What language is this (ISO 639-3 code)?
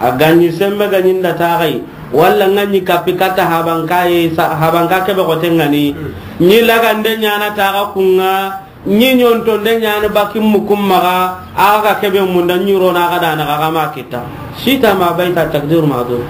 snk